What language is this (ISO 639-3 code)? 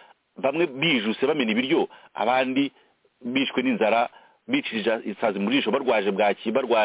kin